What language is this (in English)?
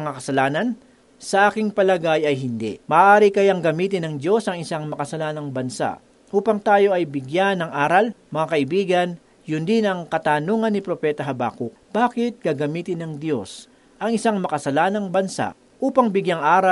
Filipino